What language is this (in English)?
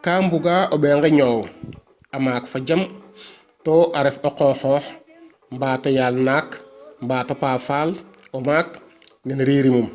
Serer